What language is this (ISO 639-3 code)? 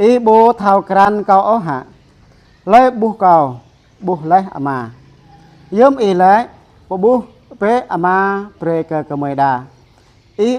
jra